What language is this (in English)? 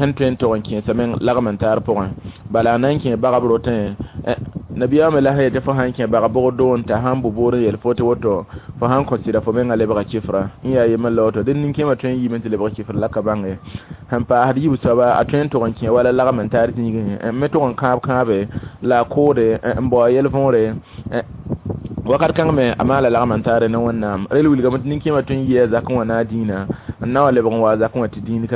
Mossi